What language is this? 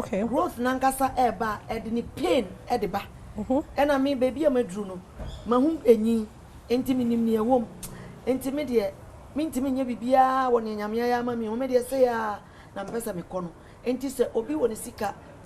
Akan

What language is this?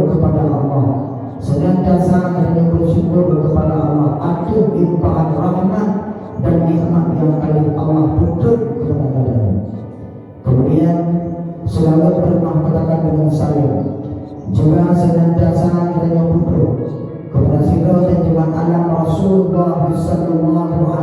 Achinese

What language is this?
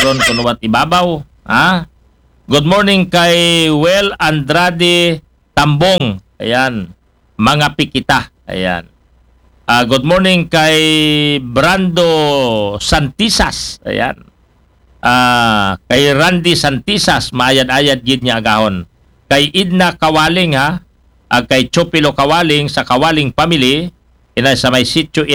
Aklanon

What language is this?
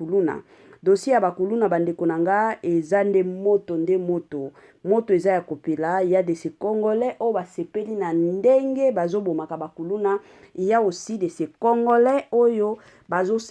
Lingala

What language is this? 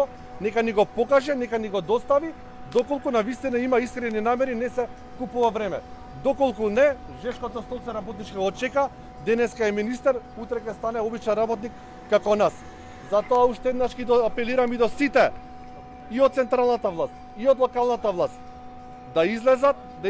Macedonian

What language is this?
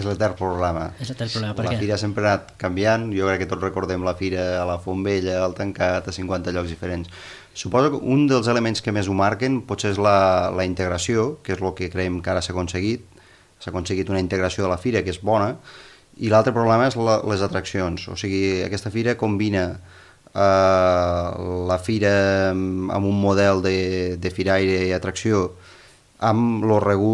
Catalan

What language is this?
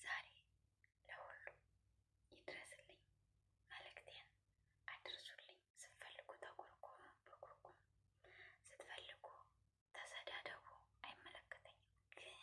Amharic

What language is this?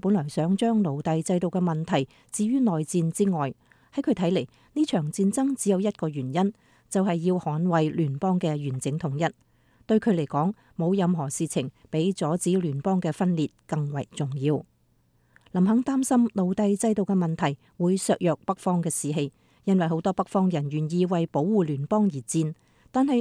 Cantonese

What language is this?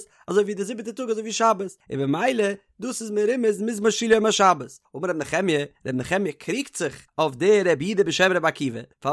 Yiddish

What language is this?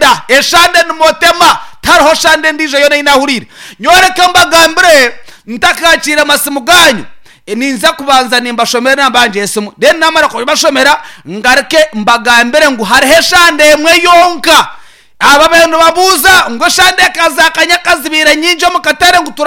Nyankole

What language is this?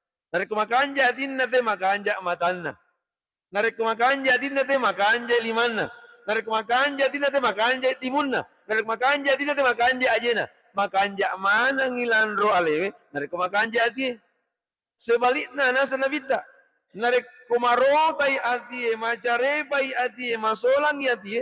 Buginese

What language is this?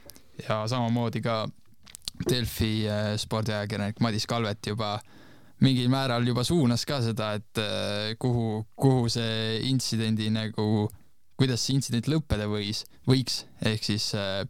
Estonian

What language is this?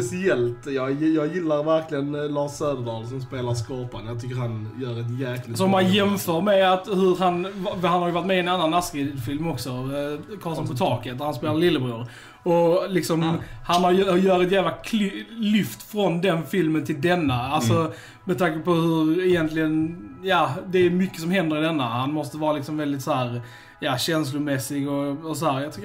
Swedish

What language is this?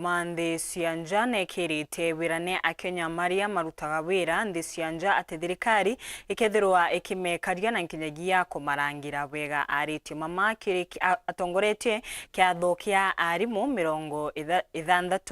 Meru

